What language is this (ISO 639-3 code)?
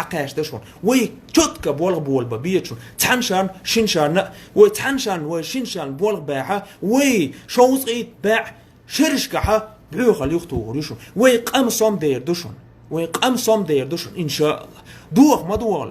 che